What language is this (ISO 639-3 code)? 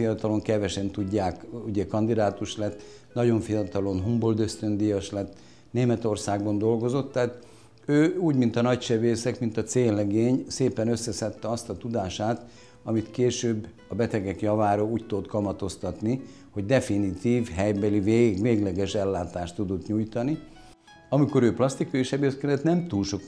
hun